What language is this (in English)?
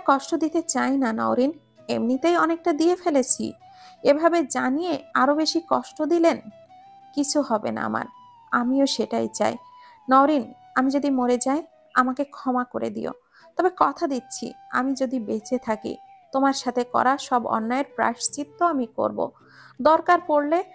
Bangla